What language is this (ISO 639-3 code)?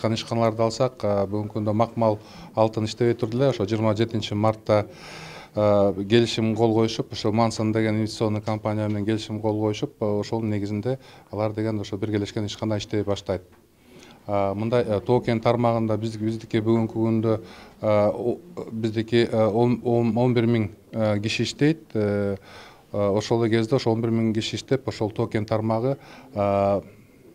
kir